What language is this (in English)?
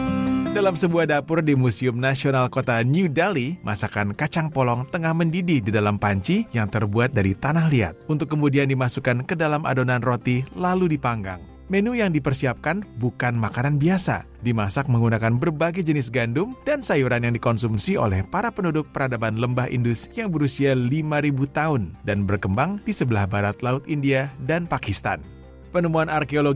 Indonesian